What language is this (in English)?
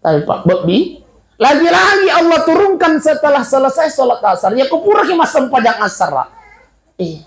Buginese